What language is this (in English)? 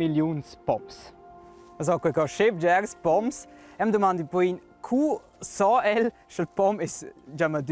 Romansh